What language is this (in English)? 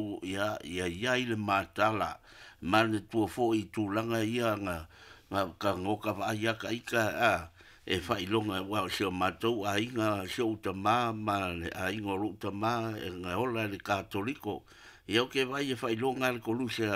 Samoan